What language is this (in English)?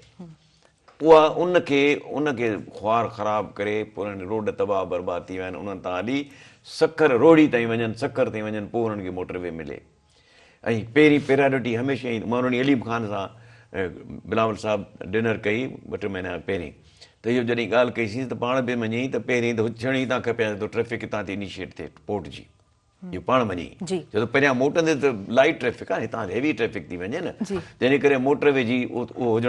Sindhi